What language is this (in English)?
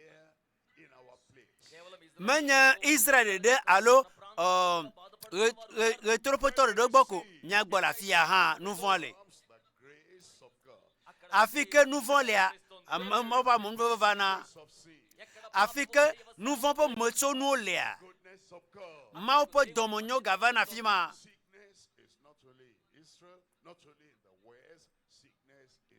Ewe